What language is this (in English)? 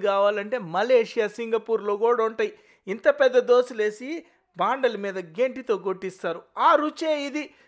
Telugu